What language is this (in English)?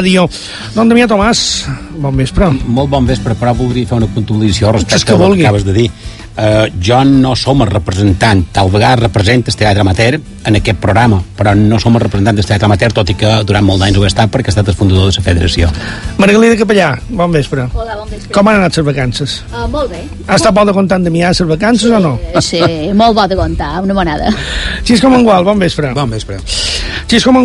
Catalan